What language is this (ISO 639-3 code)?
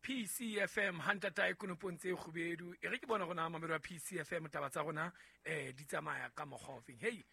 sot